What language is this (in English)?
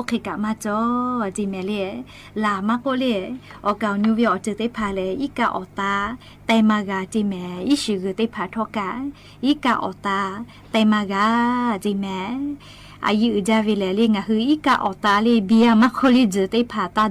Lahu